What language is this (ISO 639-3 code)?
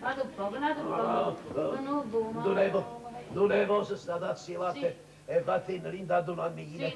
nap